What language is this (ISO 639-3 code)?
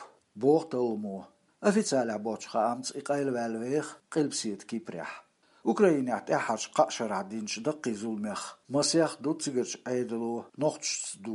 che